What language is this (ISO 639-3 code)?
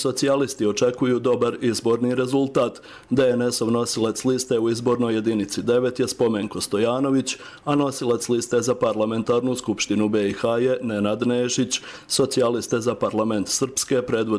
srp